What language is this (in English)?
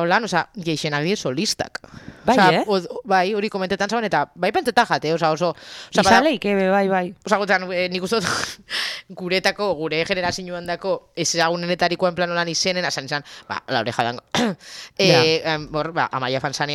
Basque